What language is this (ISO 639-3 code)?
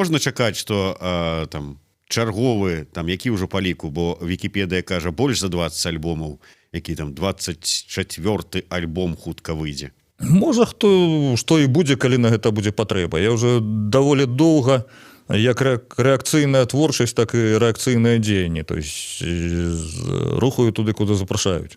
bel